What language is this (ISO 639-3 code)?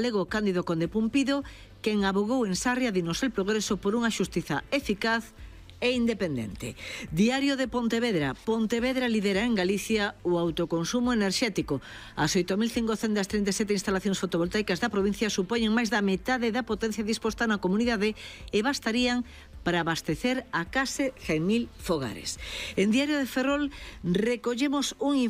glg